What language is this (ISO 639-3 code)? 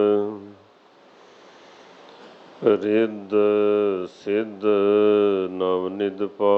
pan